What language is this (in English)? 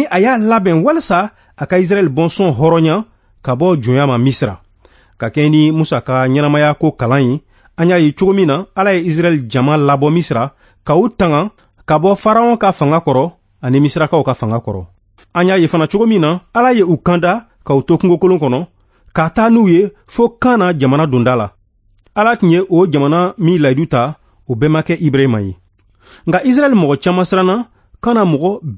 Bambara